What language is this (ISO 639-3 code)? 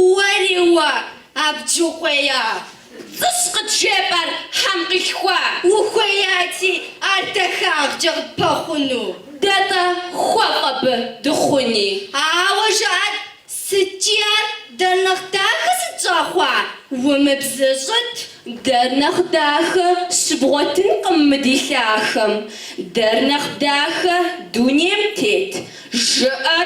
kbd